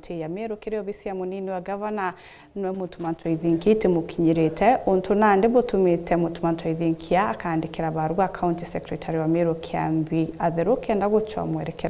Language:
Meru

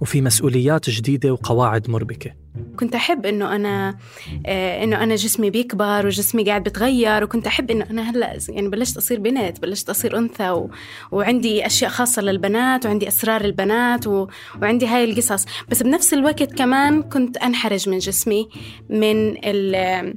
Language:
North Levantine Arabic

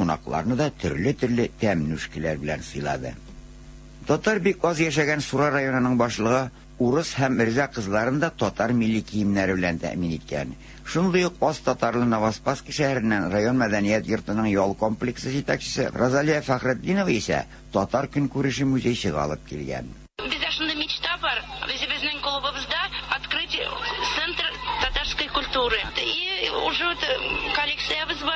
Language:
Tatar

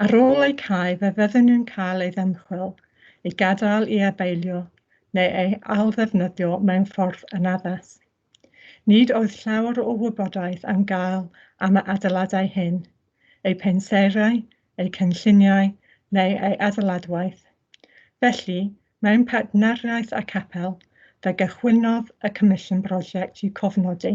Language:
Welsh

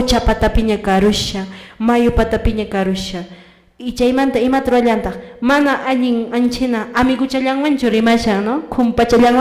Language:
Quechua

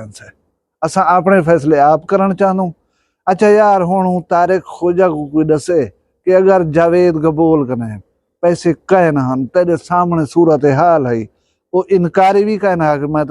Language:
Saraiki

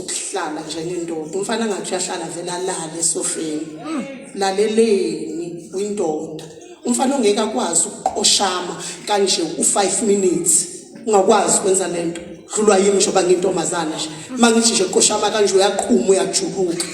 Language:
Zulu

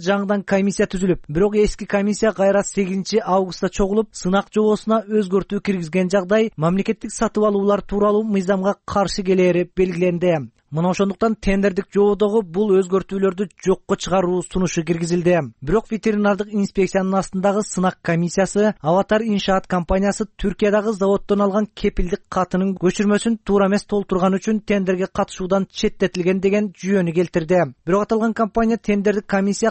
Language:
Kyrgyz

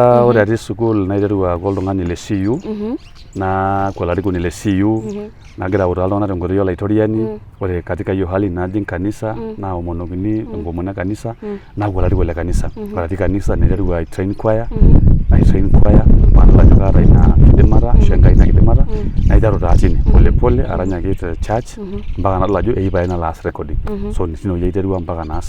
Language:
Masai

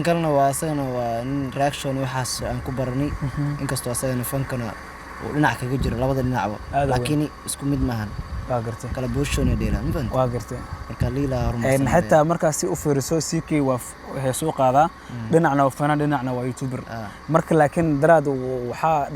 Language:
Somali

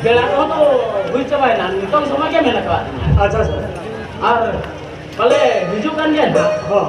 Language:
Santali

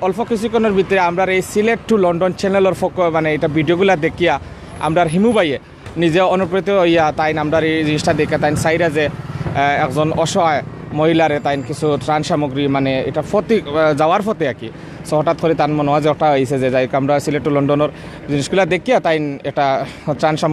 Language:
Sylheti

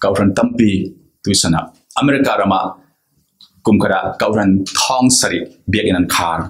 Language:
Falam Chin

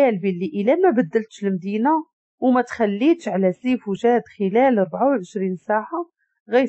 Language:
Moroccan Arabic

